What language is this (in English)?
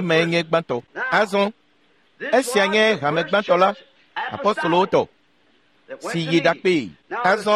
Ewe